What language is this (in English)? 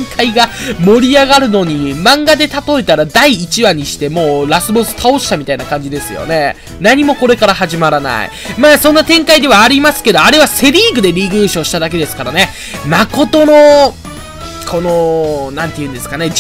Japanese